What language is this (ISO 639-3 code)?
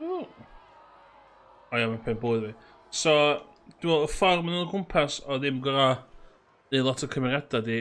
cym